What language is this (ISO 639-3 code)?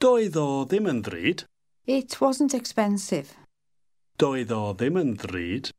cym